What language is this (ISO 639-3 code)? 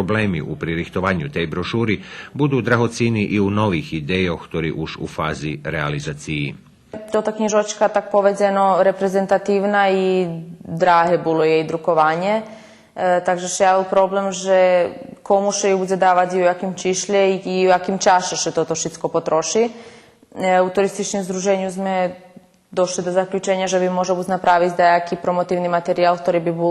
rue